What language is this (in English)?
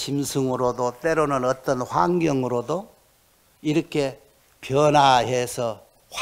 Korean